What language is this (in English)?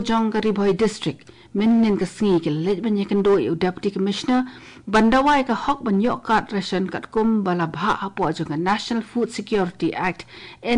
Khasi